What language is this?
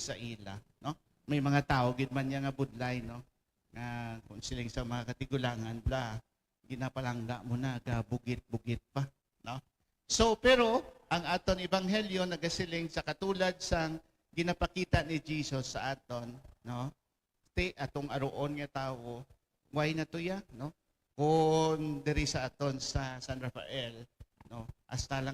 Hiligaynon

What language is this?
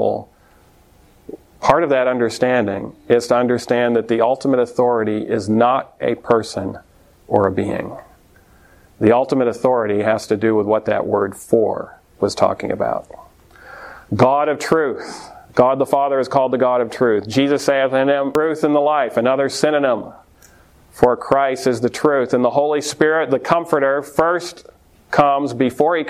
English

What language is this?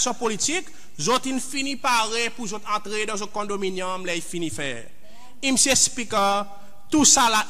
Seselwa Creole French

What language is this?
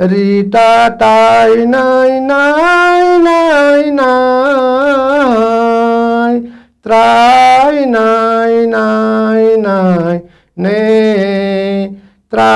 Newari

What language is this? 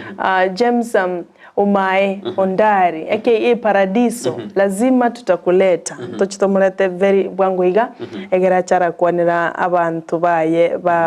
Gusii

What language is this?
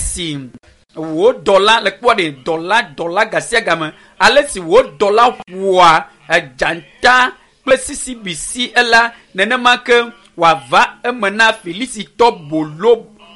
Ewe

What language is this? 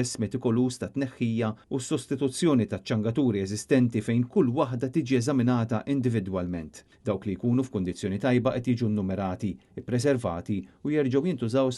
Maltese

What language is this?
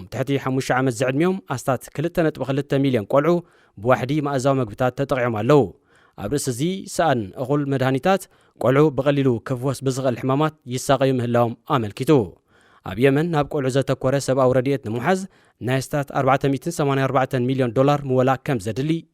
Tigrinya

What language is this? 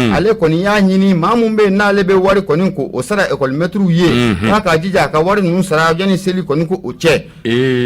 Bambara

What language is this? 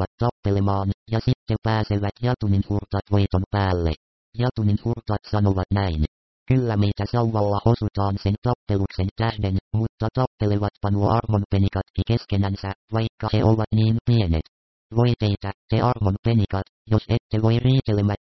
Finnish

